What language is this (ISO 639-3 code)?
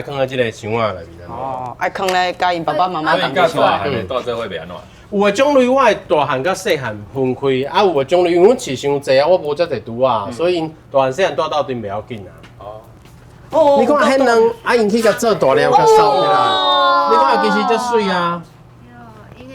nan